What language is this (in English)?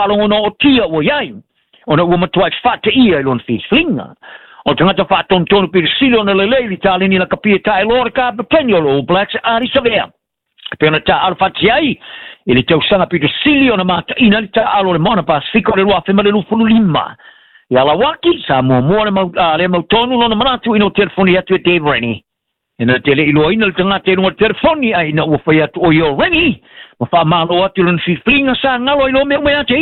Samoan